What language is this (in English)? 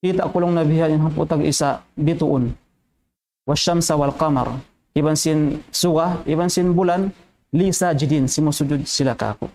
Tausug